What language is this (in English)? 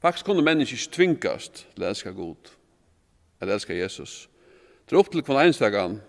Faroese